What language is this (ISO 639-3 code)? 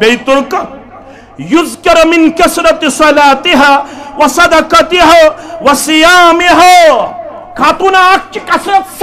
kas